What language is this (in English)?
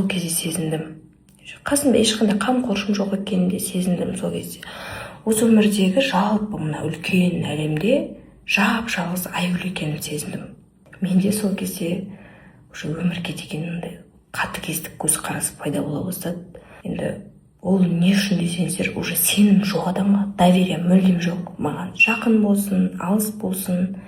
Kazakh